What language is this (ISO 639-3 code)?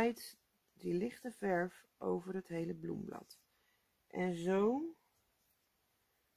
nld